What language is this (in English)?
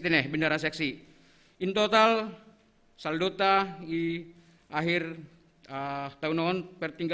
Batak Simalungun